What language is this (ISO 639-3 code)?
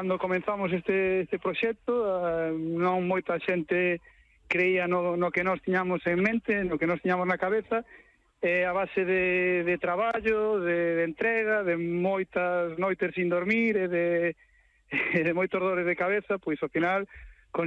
glg